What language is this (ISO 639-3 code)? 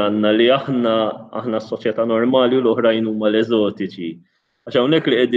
mlt